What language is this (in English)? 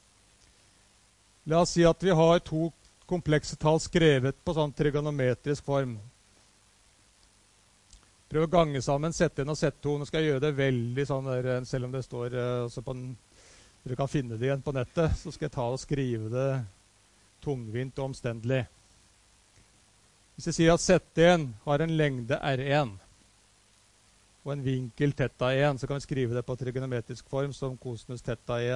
Norwegian